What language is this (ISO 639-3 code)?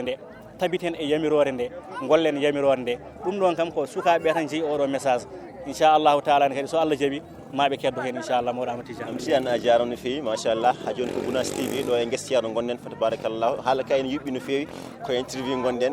ful